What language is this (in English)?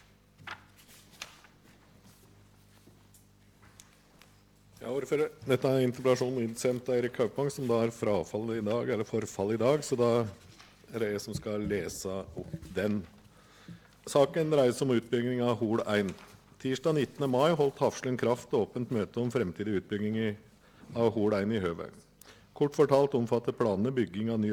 Norwegian